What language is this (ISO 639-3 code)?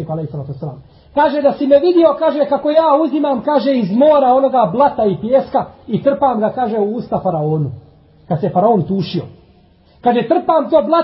bos